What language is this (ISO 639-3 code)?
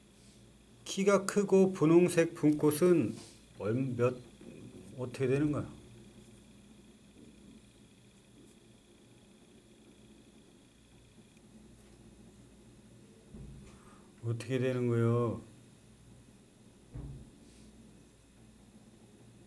kor